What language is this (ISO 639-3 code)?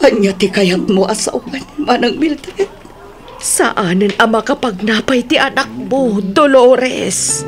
ilo